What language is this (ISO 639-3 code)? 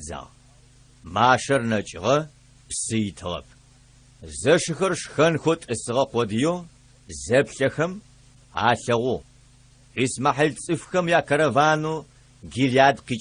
ady